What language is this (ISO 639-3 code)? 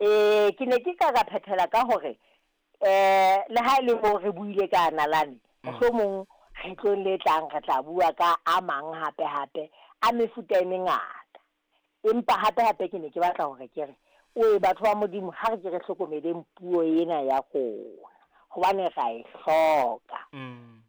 sot